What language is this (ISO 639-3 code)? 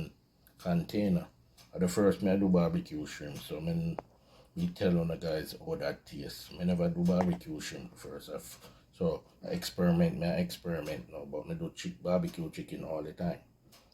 jam